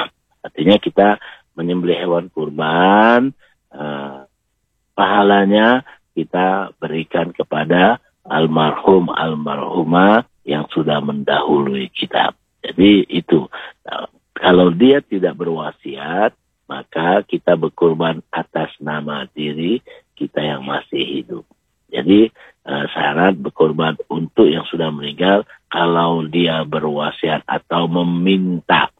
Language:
Indonesian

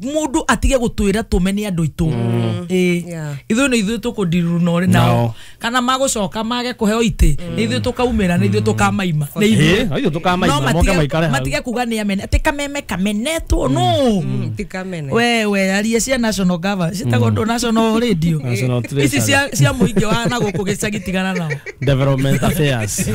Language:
Kikuyu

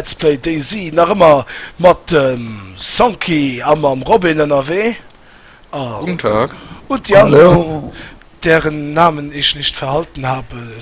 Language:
Luxembourgish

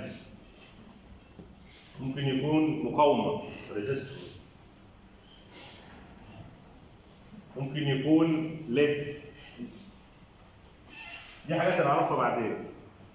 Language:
Egyptian Arabic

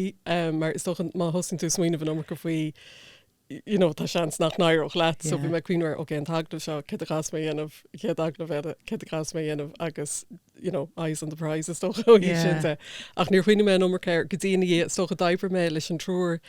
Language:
Irish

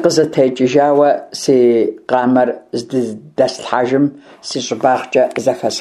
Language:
Kabardian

